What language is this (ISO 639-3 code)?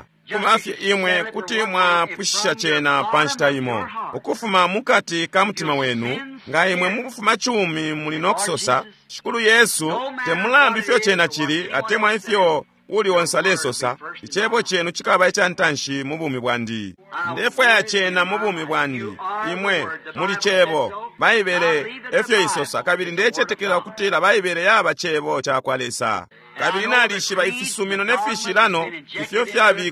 bem